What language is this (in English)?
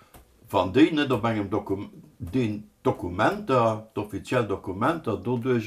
Luxembourgish